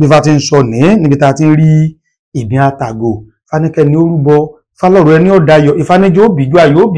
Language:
Yoruba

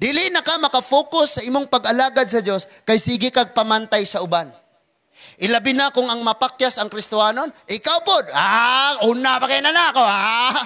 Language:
Cebuano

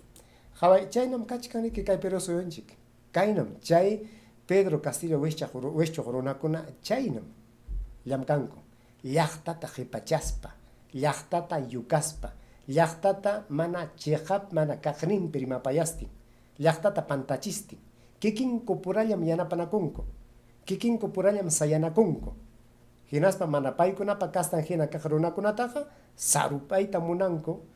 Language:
Ayacucho Quechua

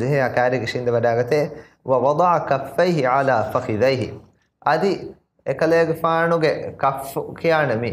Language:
Divehi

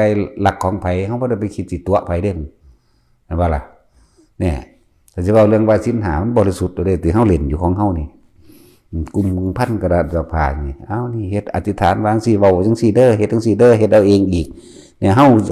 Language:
Northeastern Thai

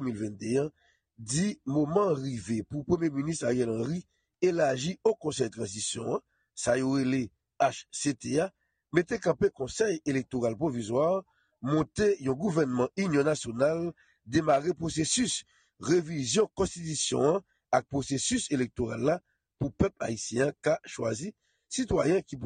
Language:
Haitian Creole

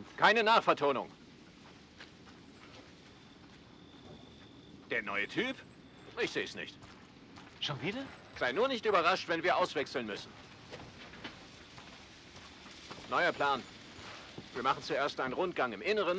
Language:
German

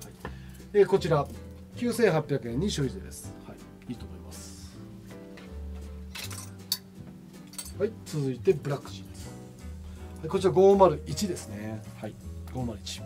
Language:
Japanese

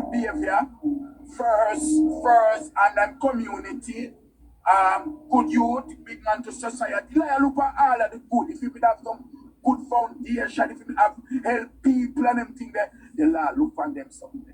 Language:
Jamaican Creole English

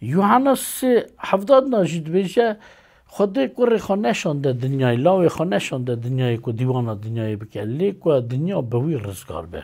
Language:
Kurdish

